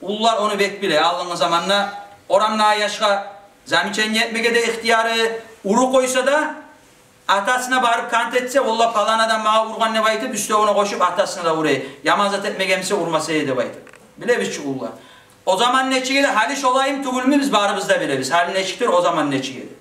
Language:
Kumyk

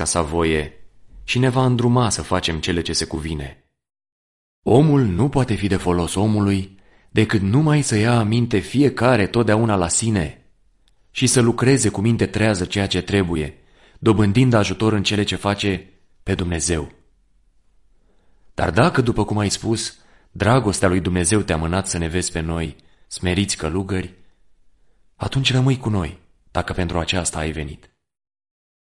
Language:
Romanian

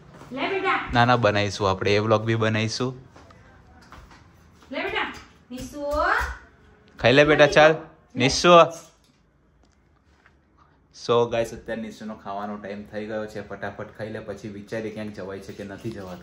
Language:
Gujarati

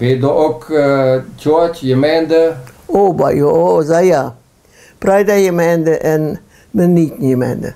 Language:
Plautdietsch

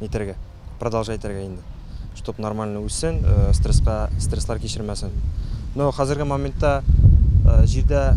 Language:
Tatar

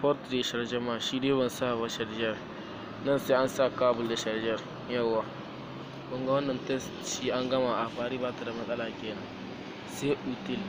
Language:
Hausa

